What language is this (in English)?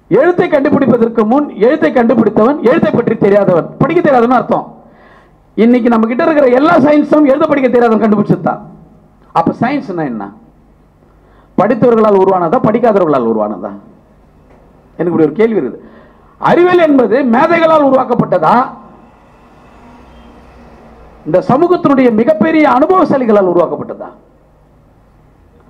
Tamil